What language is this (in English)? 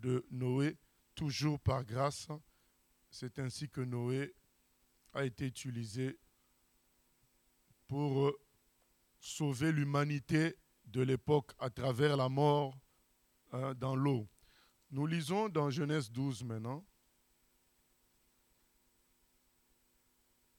French